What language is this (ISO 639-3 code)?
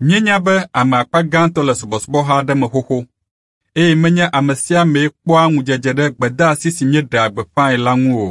ewe